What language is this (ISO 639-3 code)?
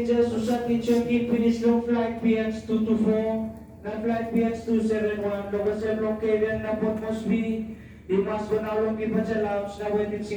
tpi